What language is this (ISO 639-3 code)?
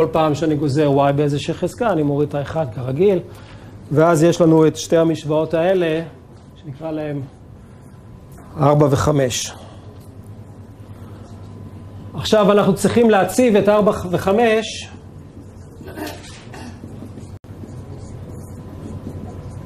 heb